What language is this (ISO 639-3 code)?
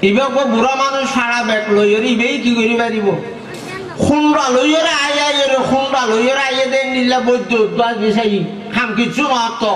rhg